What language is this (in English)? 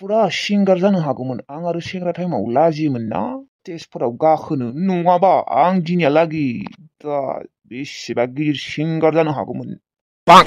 Bodo